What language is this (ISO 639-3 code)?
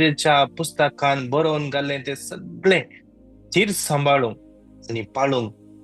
kok